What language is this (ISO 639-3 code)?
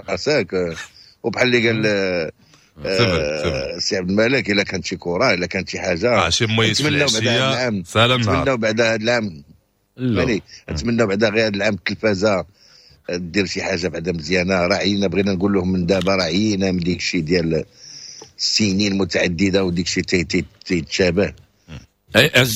ary